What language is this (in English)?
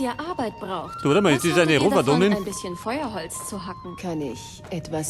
Bavarian